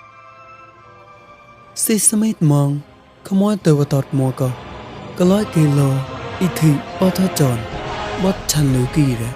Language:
Mon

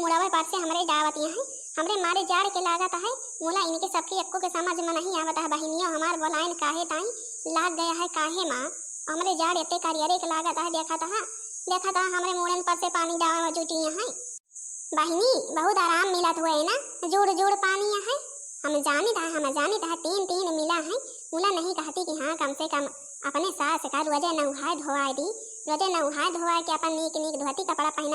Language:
Awadhi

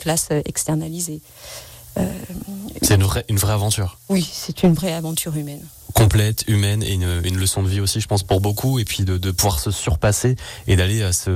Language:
French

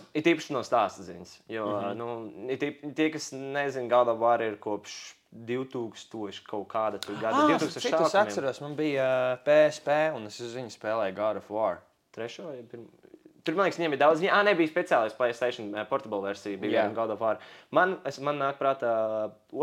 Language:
Latvian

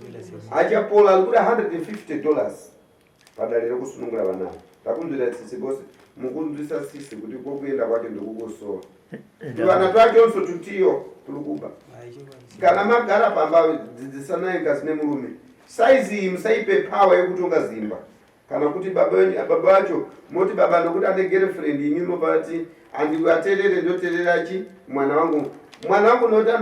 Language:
Shona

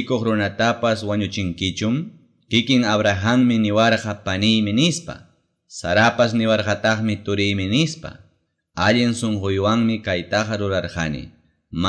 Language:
Ayacucho Quechua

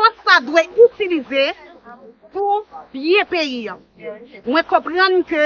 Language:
Haitian Creole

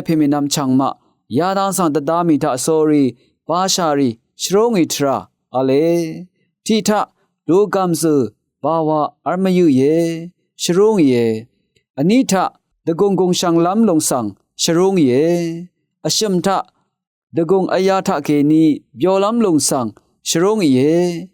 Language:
Rawang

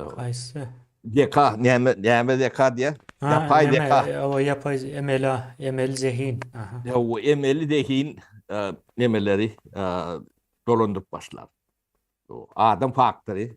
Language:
Turkmen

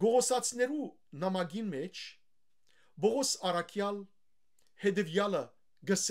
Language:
Western Armenian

